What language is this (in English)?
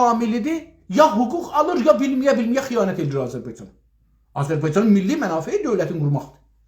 South Azerbaijani